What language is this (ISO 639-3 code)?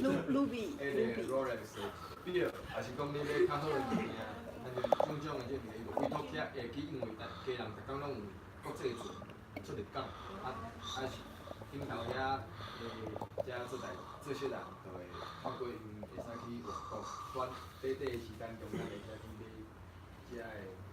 nan